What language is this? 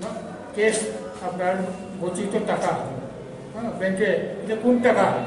Kok Borok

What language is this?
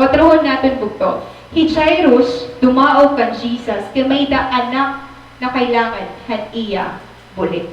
Waray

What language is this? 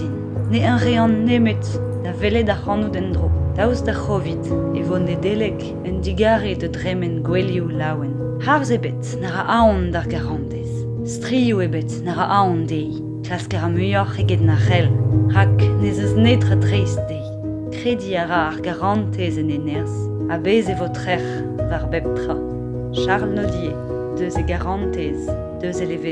Breton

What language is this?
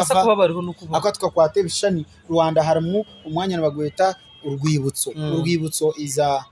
Nyankole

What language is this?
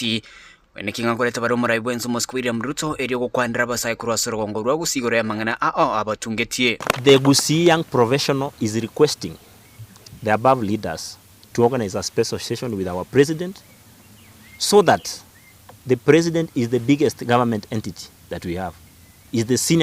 Gusii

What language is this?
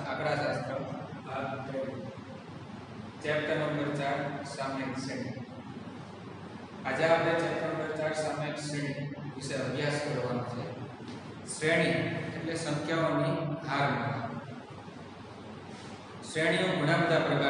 Gujarati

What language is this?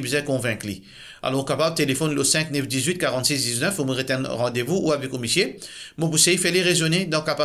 Morisyen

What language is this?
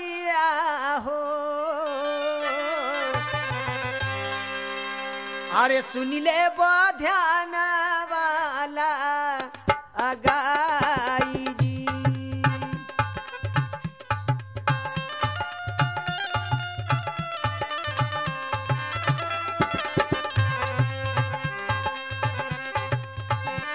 Bhojpuri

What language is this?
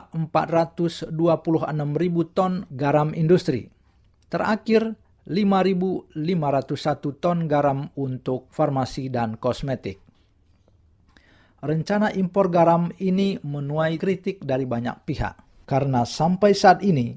Indonesian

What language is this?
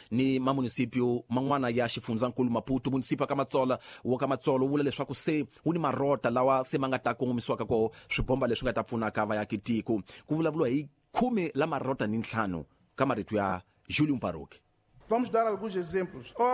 Tsonga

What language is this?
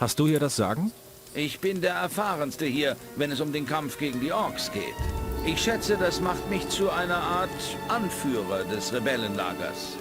Bavarian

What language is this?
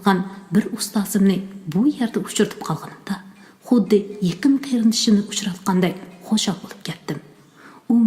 Uyghur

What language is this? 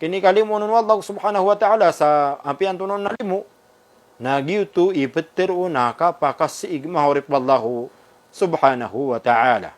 Maranao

